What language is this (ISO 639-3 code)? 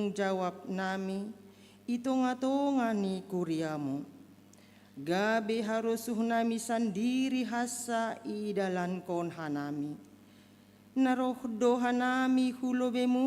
bts